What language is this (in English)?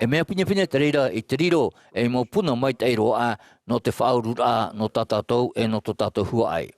Tahitian